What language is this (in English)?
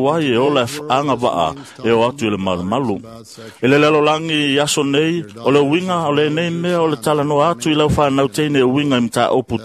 Samoan